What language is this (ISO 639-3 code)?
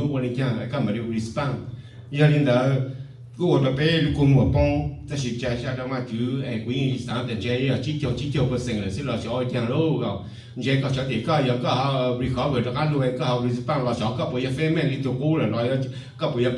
hmn